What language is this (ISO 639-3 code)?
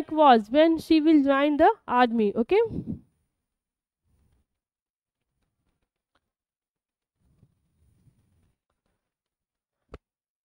eng